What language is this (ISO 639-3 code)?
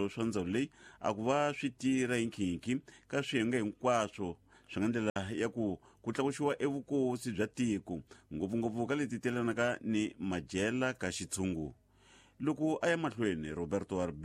tso